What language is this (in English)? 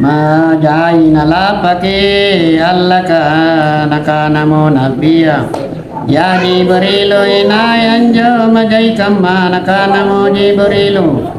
Makasar